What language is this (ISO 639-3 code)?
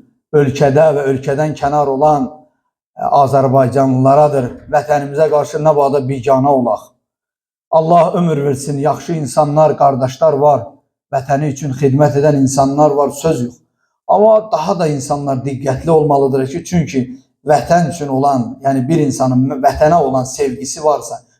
aze